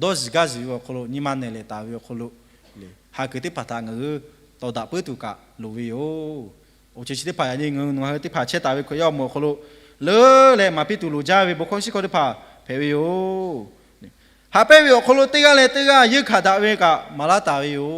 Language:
Lahu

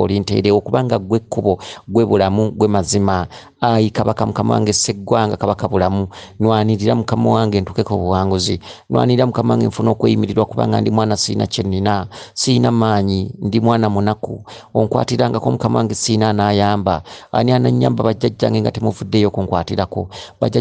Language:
Ganda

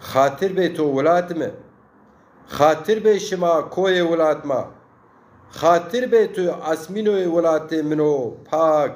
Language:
Zaza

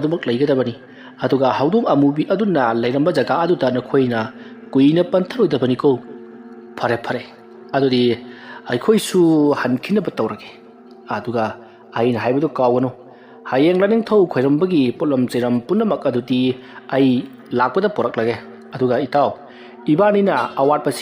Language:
Manipuri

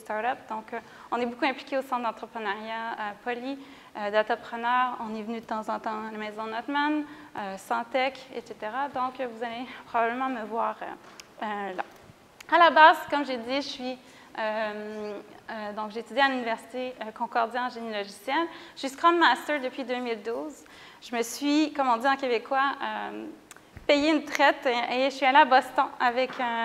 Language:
French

